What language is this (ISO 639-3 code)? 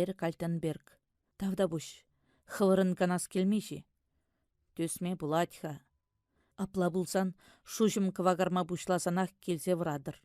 chv